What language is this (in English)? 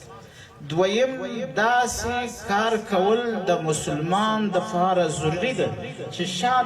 Pashto